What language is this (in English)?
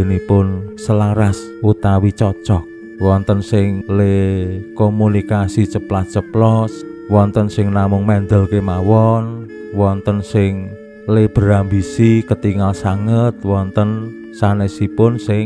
Javanese